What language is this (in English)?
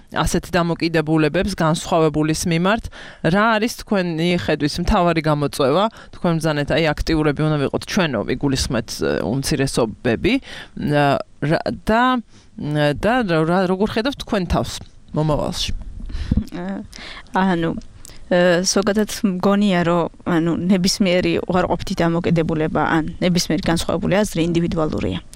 Georgian